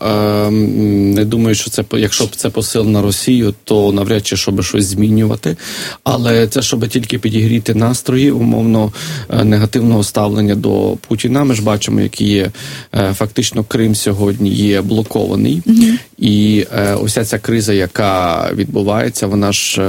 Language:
Ukrainian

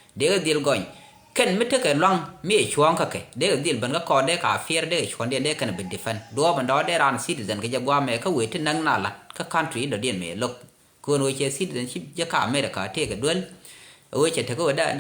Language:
Nuer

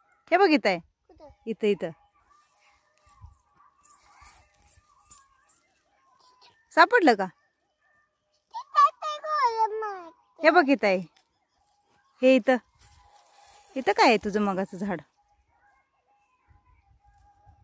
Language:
Marathi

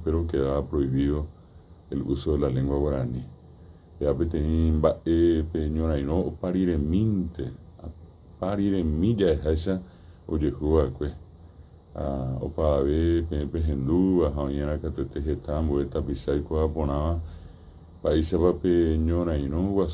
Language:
Guarani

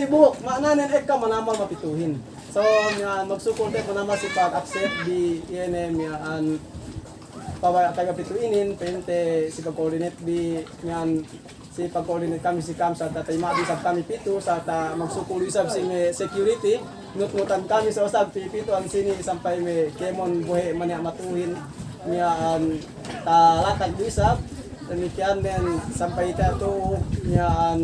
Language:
Yakan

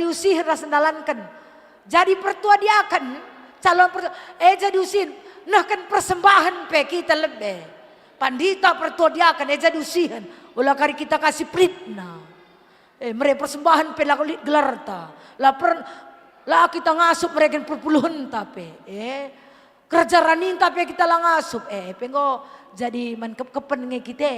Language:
Batak Karo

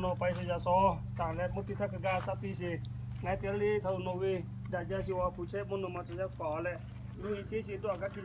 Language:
Lahu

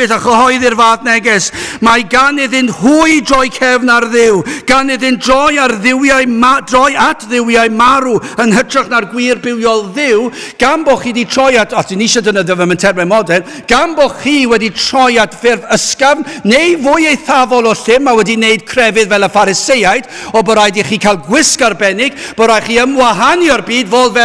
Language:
Welsh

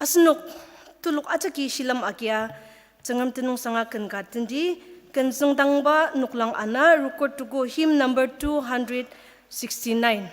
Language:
Ao Naga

